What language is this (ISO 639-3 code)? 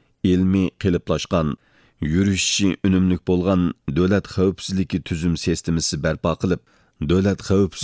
uig